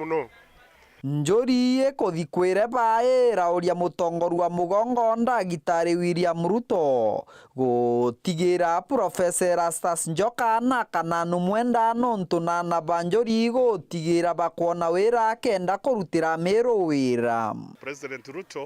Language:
Meru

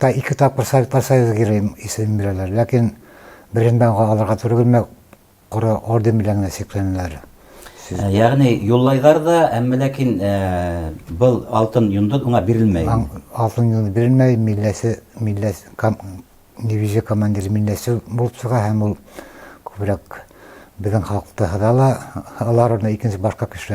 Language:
Bashkir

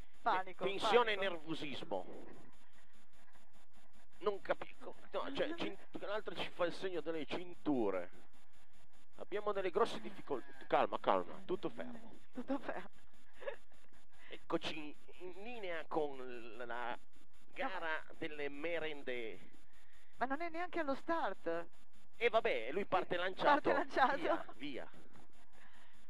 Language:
Italian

